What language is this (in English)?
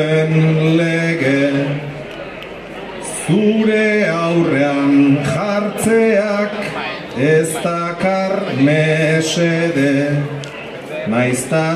Basque